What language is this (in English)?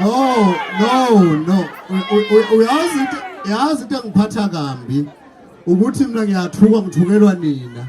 Zulu